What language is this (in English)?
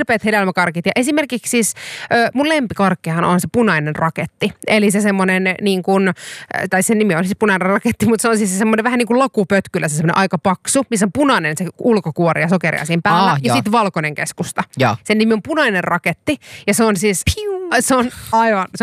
Finnish